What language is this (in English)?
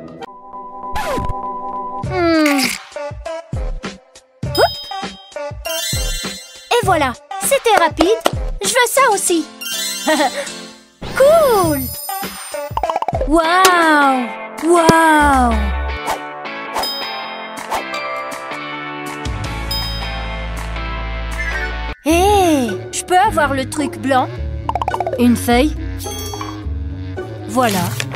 French